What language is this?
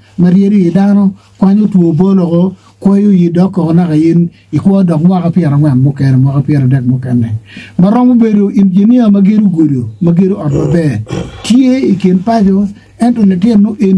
Acoli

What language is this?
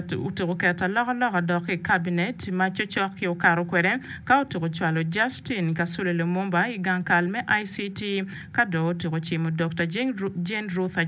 Acoli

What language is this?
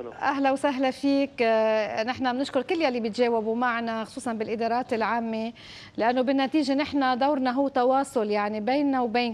North Levantine Arabic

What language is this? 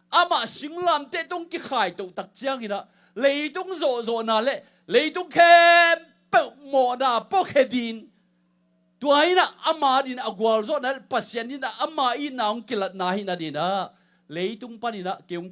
Tedim Chin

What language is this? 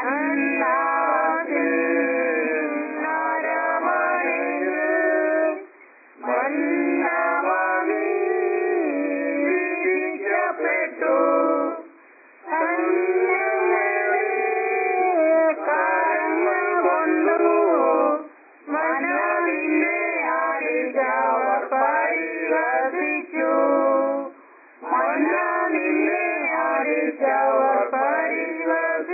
Malayalam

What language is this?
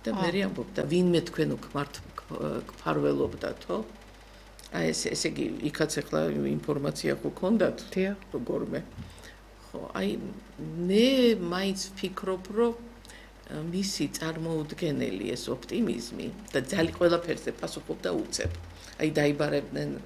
Georgian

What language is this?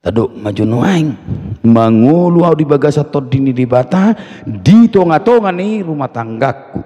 Batak Toba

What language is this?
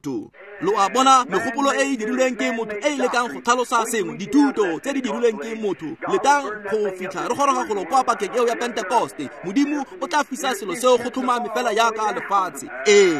Tswana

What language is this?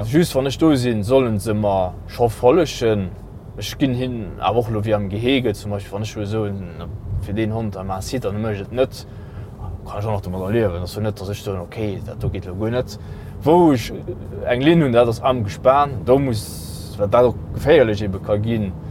Luxembourgish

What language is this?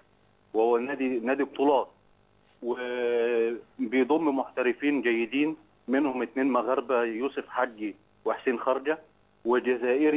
Egyptian Arabic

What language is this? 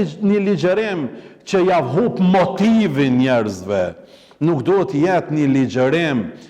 Albanian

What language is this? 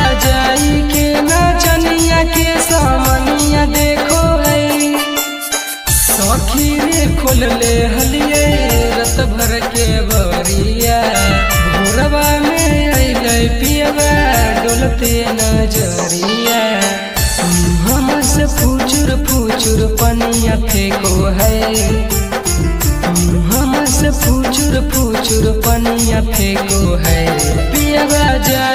Bhojpuri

